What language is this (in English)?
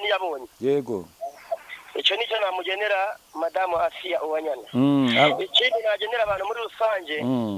Kinyarwanda